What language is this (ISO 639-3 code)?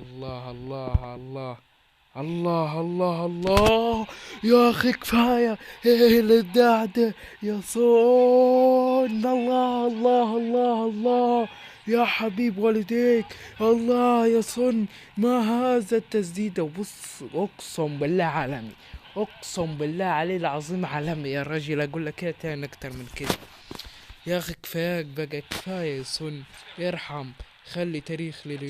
arz